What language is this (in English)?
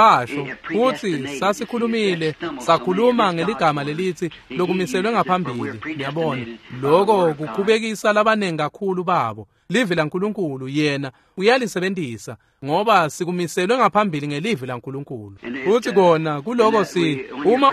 Swati